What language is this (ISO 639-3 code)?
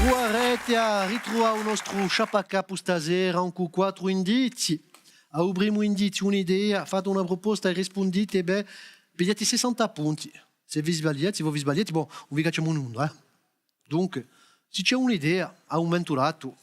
cos